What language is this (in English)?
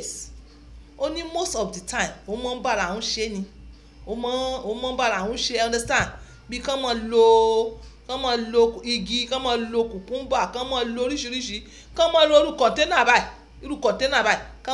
Yoruba